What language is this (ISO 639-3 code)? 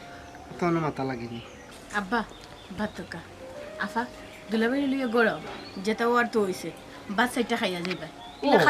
syl